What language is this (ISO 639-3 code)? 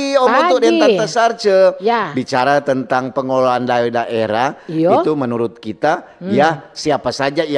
xmm